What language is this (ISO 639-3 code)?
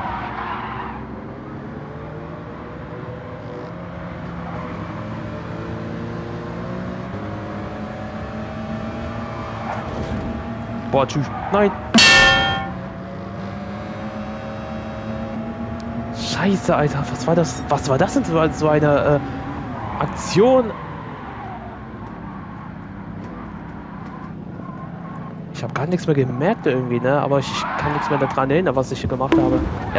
deu